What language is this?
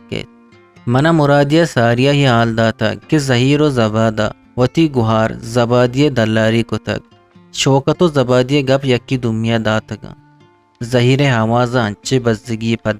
Eastern Balochi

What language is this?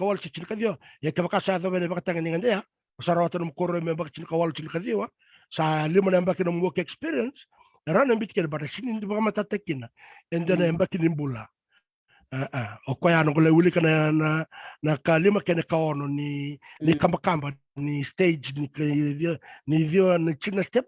Fijian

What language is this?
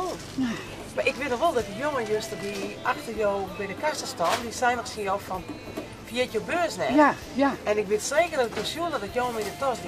Western Frisian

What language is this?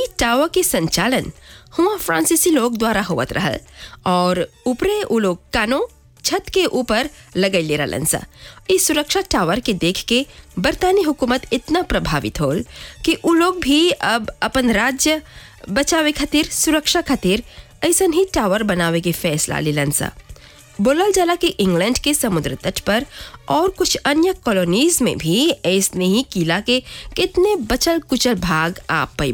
Bhojpuri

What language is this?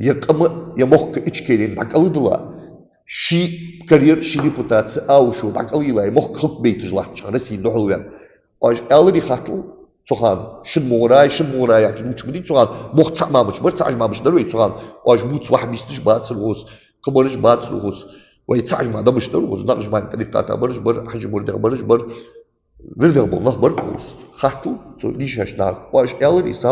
Ingush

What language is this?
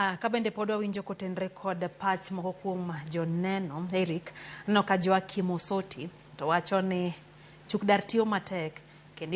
Luo (Kenya and Tanzania)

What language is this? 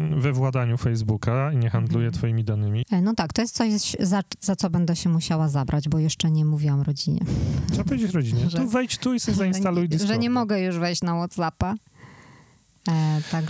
Polish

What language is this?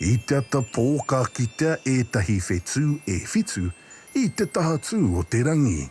Māori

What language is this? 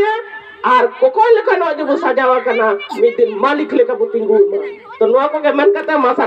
Santali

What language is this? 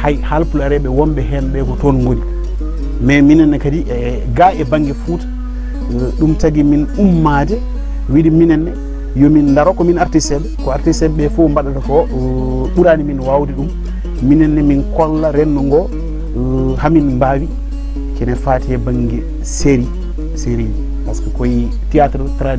Fula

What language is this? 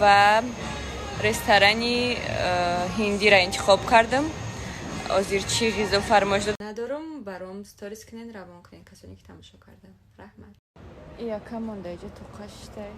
Tajik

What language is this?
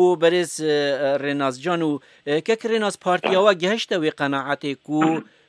Kurdish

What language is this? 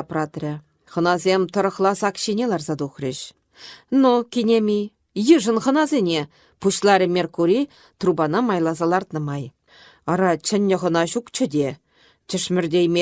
Chuvash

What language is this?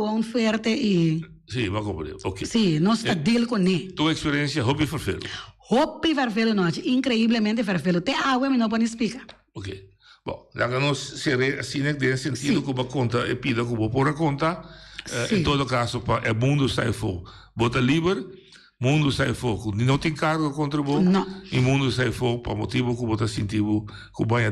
Papiamento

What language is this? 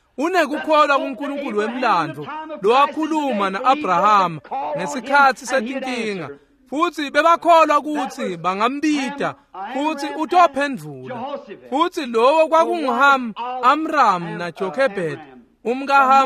Swati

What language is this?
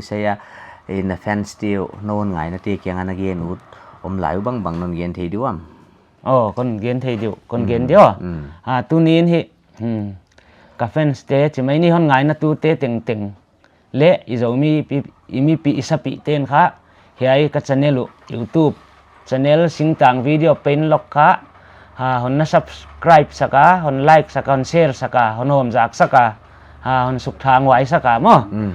Paite Chin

